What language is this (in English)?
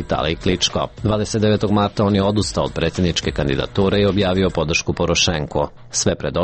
Serbian